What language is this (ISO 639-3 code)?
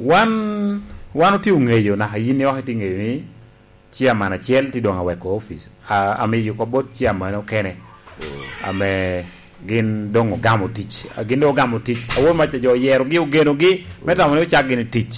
laj